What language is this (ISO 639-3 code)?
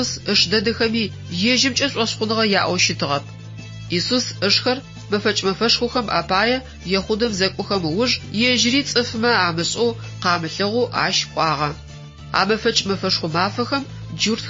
ady